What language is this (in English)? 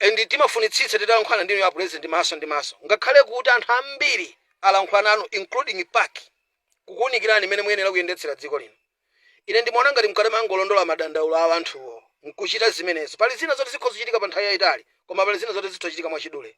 Nyanja